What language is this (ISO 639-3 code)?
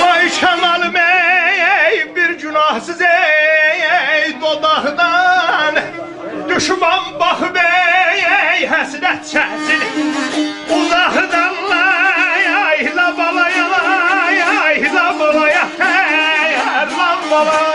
azb